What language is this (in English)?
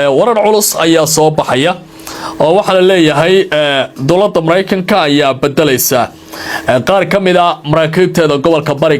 Somali